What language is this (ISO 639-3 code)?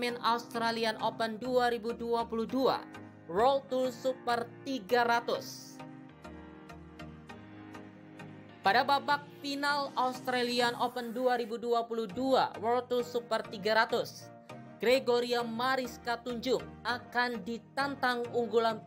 ind